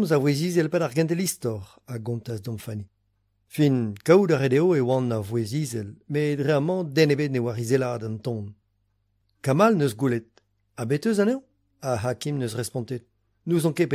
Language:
Breton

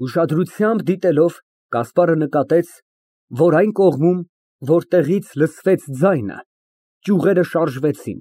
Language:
Armenian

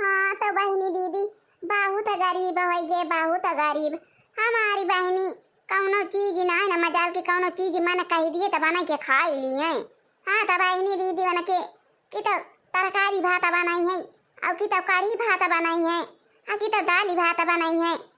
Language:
Awadhi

